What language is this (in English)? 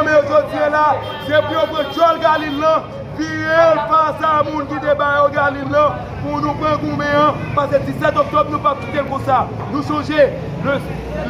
Haitian Creole